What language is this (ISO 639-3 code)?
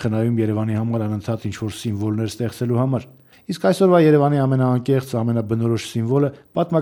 hye